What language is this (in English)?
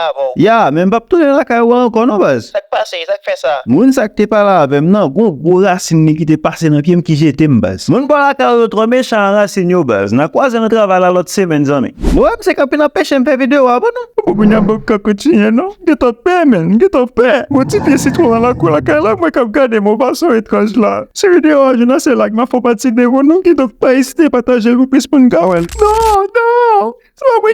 Haitian Creole